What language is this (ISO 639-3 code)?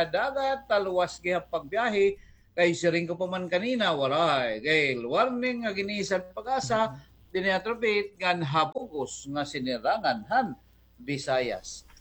war